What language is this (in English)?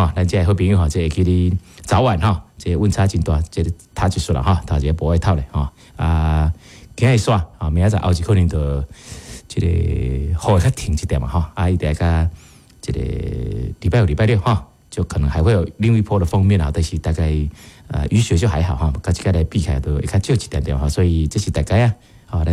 Min Nan Chinese